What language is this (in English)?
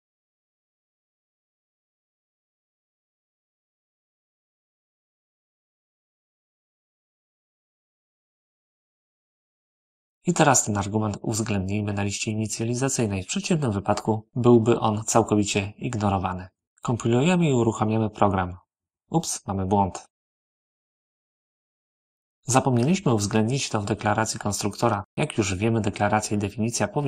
Polish